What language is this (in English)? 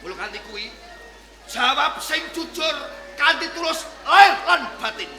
Javanese